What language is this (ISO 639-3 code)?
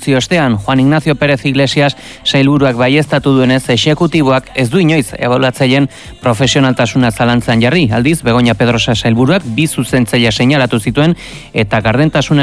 eus